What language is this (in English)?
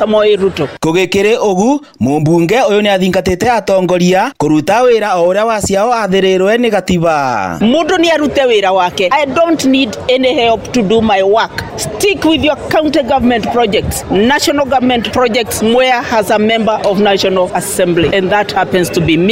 Kikuyu